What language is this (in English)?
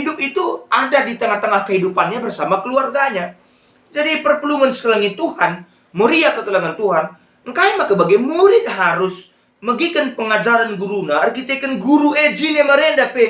Batak Karo